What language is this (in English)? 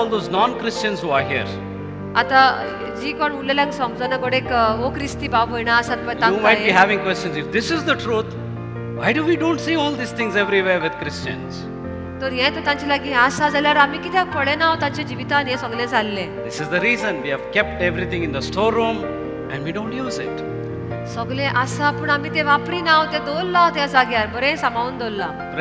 Konkani